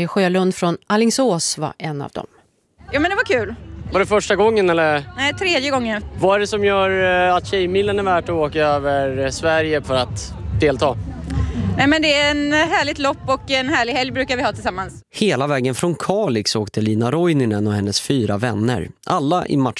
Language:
Swedish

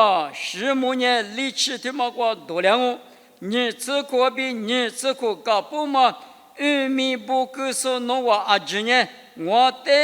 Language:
Lisu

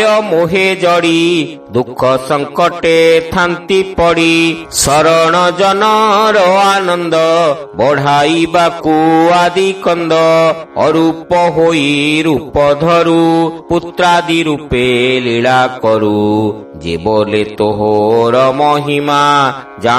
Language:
Odia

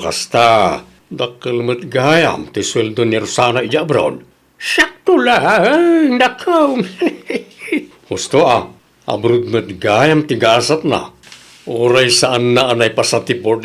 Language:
Iloko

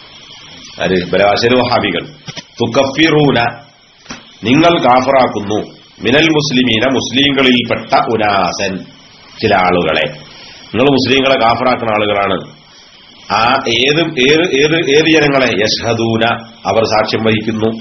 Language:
Malayalam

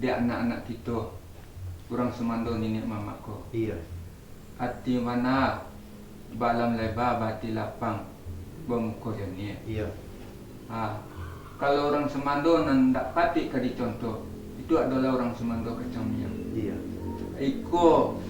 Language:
Minangkabau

